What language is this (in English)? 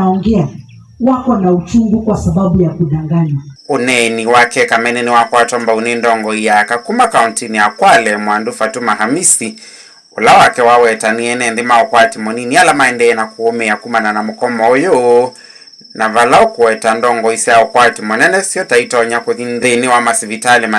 Kamba